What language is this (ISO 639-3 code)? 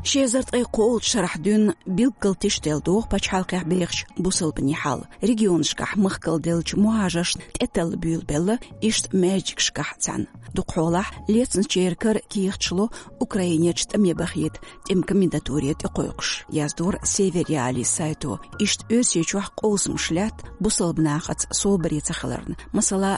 che